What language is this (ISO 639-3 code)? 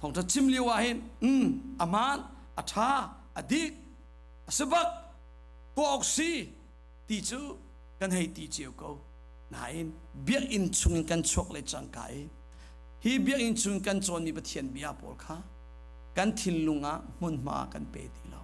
cnh